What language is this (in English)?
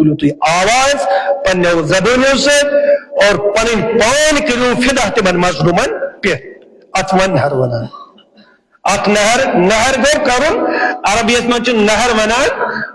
Kashmiri